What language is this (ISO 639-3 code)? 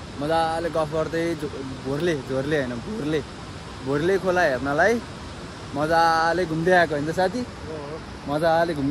nep